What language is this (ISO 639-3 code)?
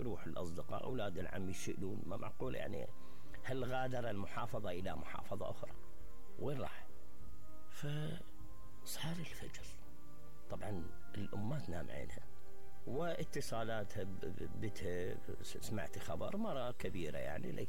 acm